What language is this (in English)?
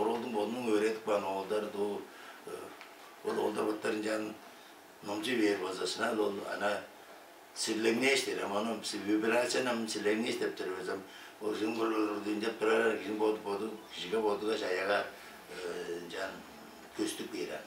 Tuvinian